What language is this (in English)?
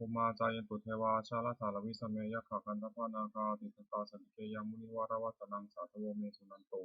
Pali